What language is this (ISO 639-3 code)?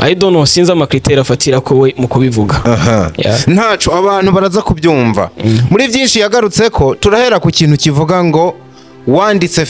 run